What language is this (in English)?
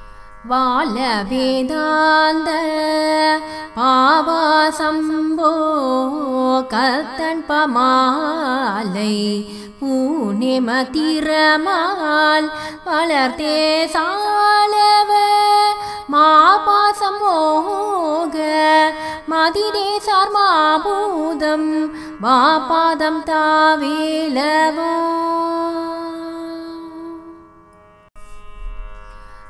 Tamil